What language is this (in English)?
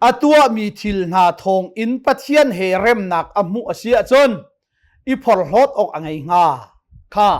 Hakha Chin